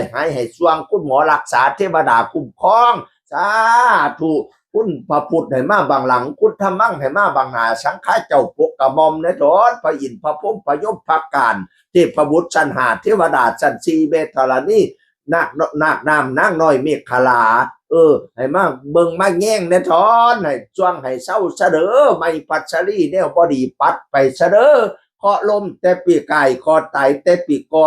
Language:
Northeastern Thai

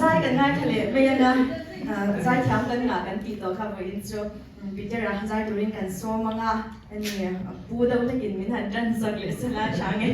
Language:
Mizo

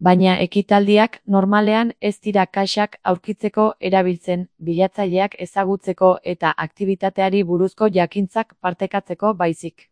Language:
Basque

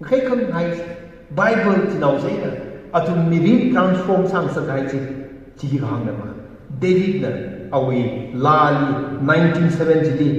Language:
Tangkhul Naga (India)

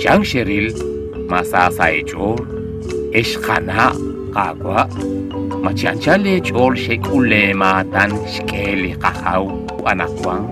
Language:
Kekchí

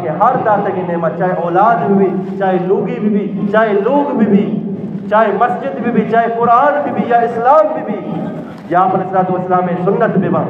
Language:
Eastern Balochi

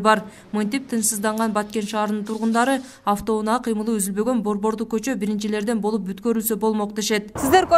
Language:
Kyrgyz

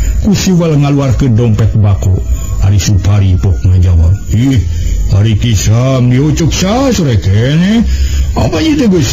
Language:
Sundanese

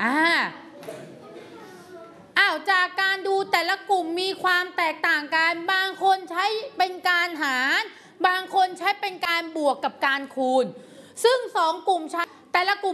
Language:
Thai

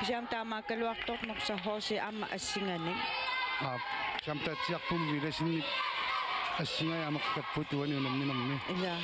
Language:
Kalaallisut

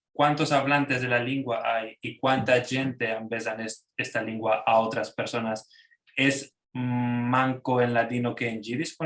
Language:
Ladino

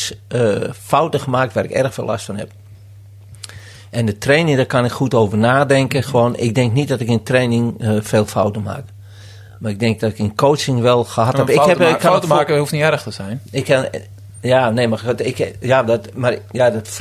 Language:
Dutch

